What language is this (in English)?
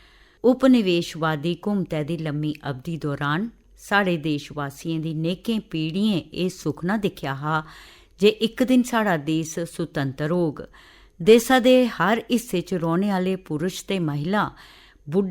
Dogri